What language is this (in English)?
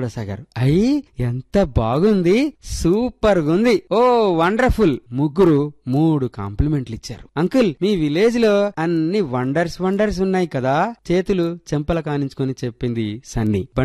Telugu